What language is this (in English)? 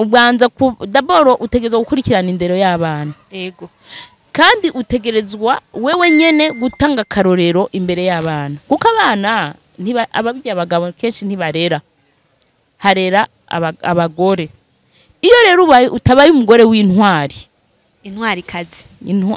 Rundi